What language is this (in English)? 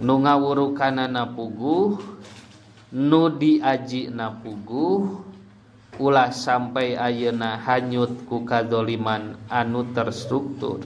Sundanese